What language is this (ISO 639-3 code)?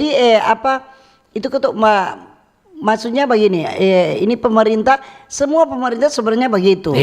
xmm